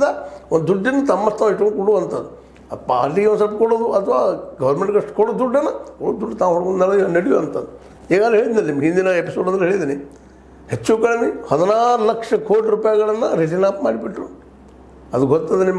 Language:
Kannada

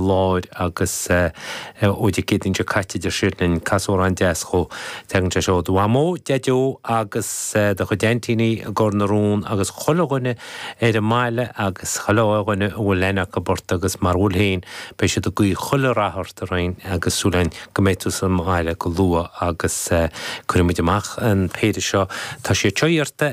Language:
Irish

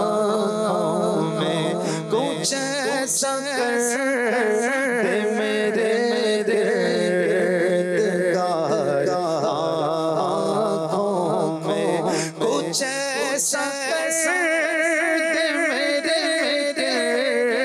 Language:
Urdu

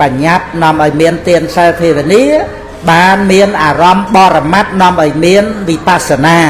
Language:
Khmer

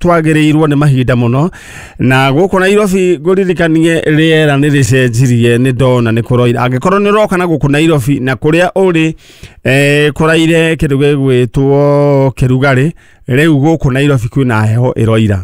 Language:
Kikuyu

